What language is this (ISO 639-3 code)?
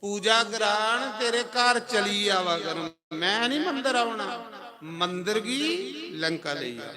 doi